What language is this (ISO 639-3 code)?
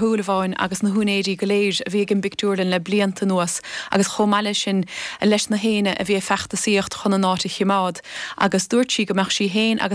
gle